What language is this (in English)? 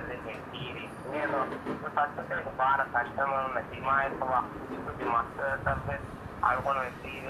Divehi